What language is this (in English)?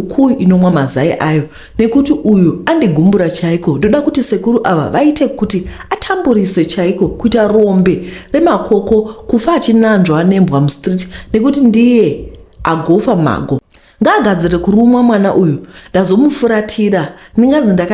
Shona